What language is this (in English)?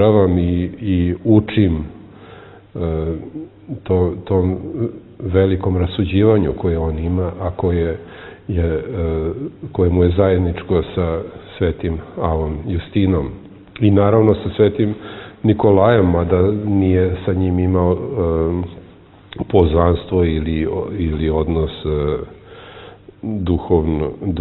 Serbian